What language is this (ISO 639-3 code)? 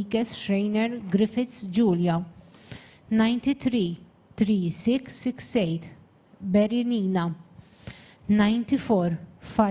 eng